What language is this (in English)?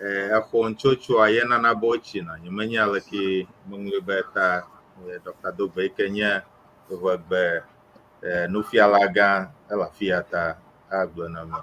Ewe